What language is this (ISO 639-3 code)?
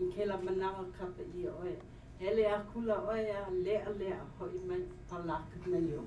haw